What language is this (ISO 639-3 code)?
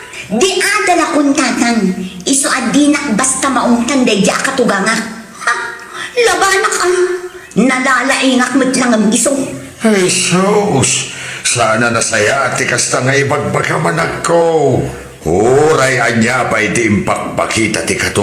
ilo